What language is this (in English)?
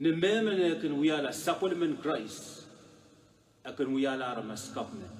Pohnpeian